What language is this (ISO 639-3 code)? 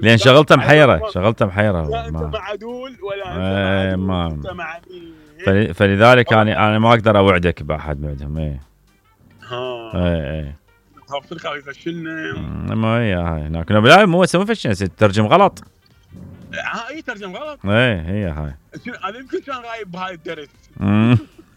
acm